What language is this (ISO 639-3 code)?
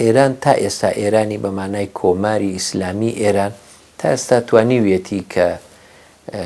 ckb